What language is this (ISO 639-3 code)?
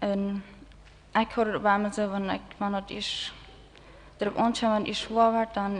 pdt